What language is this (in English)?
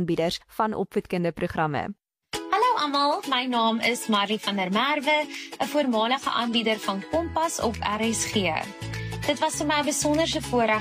Afrikaans